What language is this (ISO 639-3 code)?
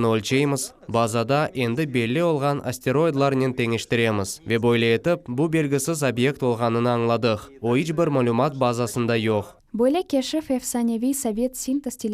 crh